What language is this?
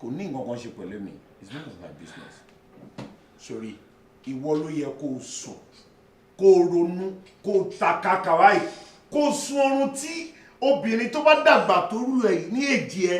Yoruba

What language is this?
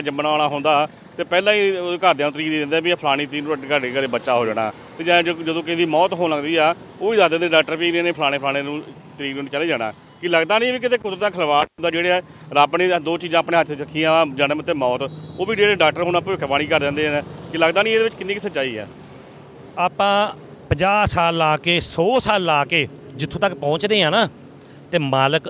Punjabi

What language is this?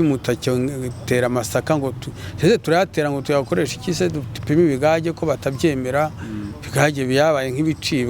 Kinyarwanda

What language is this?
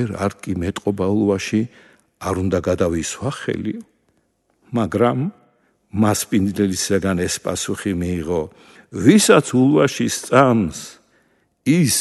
Georgian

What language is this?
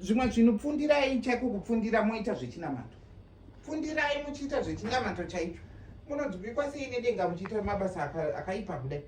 Shona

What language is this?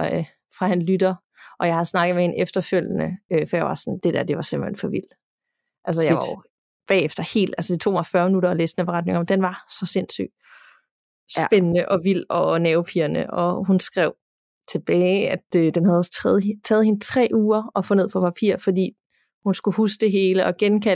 Danish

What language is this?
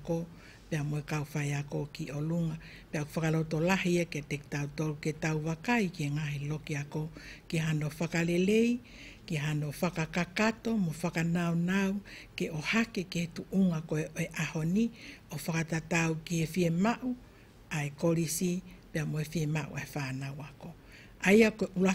Tongan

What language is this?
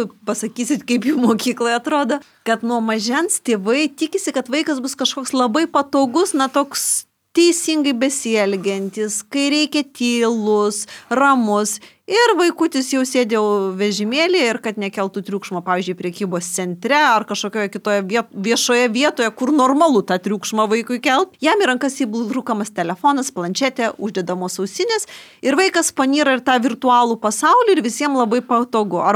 Lithuanian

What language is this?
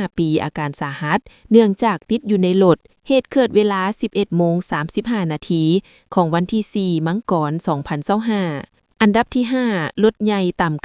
Lao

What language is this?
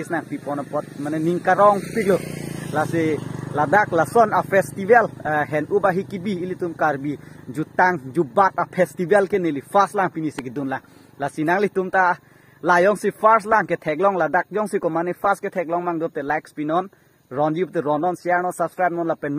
Karbi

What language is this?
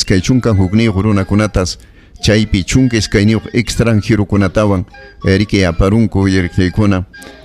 Ayacucho Quechua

